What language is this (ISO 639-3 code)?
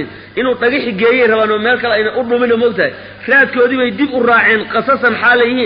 som